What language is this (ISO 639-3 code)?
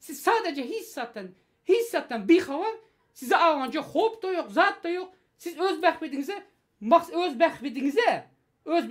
tuk